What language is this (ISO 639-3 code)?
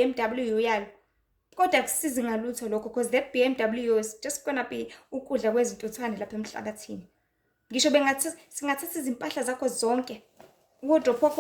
zul